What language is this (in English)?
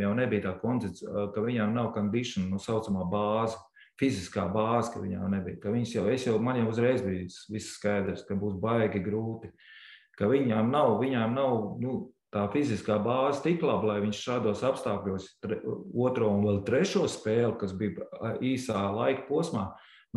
Latvian